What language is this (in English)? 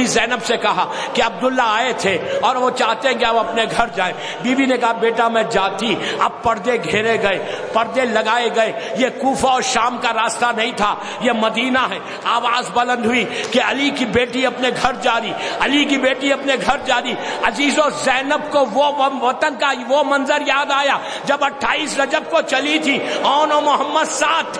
Urdu